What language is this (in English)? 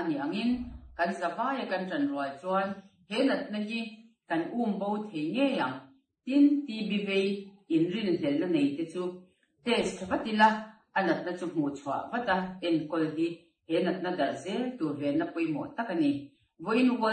Mizo